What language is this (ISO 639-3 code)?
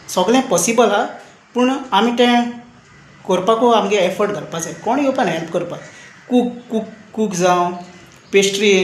kok